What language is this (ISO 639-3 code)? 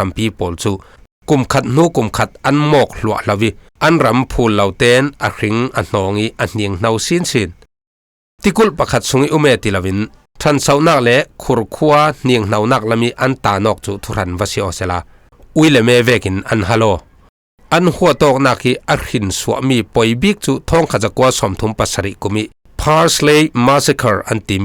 cfm